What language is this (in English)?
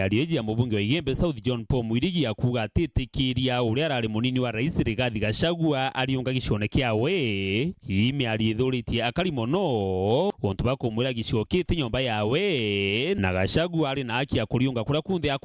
Meru